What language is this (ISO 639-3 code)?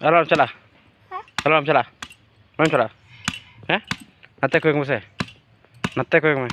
sat